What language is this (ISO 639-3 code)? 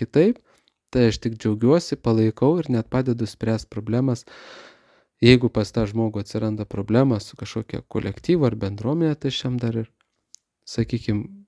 lit